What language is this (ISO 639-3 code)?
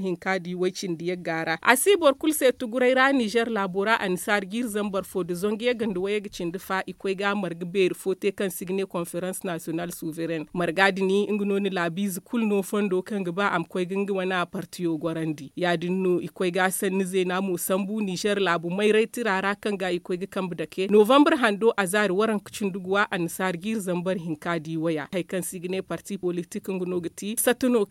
dje